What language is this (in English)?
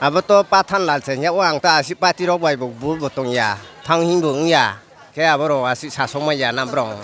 Riang (India)